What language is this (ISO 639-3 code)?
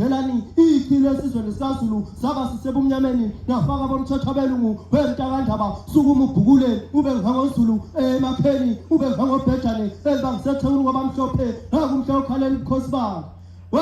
zul